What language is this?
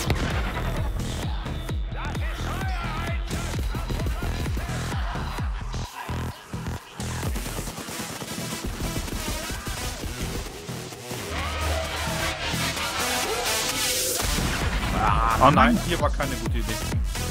German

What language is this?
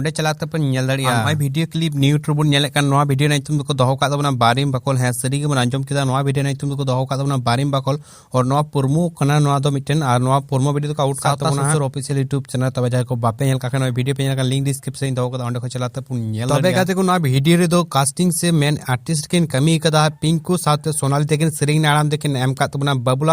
Santali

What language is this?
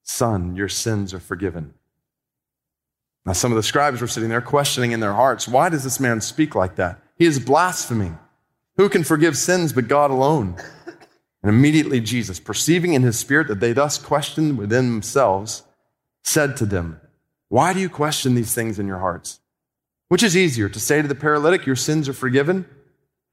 English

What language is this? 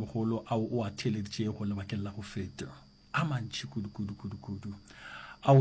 Northern Sotho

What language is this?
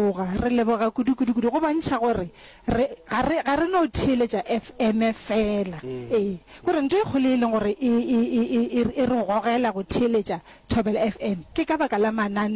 Northern Sotho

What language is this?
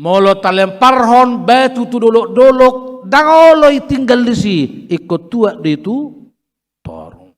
Batak Toba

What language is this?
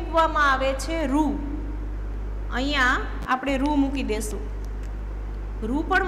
Gujarati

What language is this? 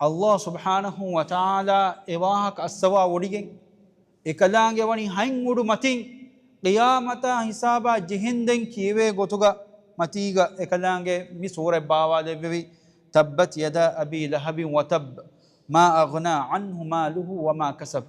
Divehi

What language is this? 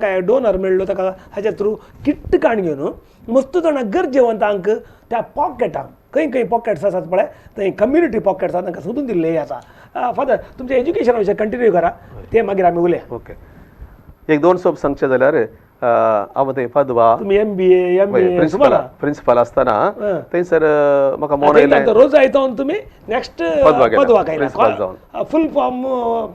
Konkani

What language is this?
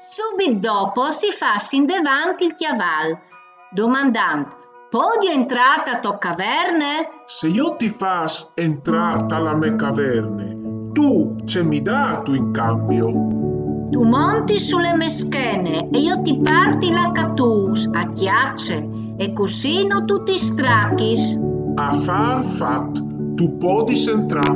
Friulian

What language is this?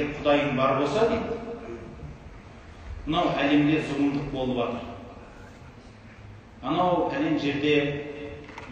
Kazakh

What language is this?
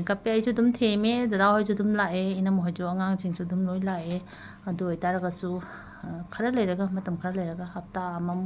Manipuri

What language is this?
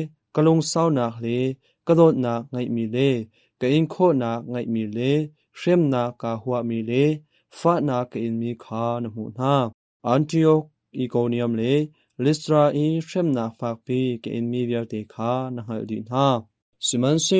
Hakha Chin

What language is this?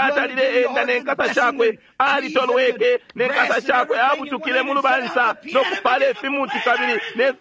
Bemba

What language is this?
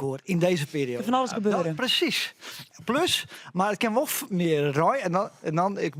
Western Frisian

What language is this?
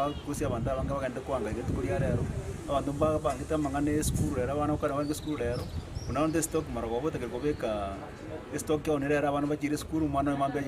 Gusii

